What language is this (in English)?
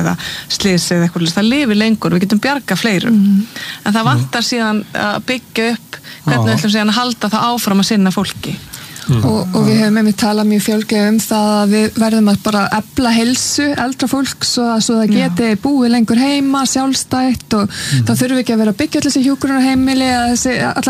Icelandic